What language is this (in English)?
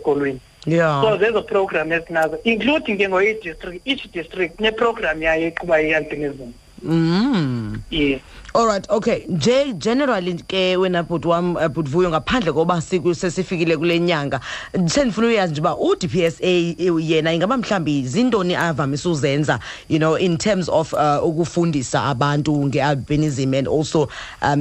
Xhosa